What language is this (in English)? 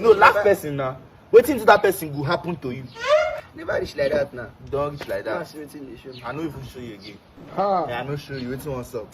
Nigerian Pidgin